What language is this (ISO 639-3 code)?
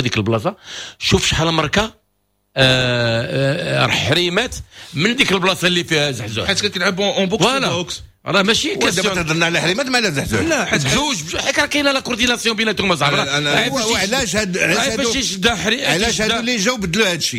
ary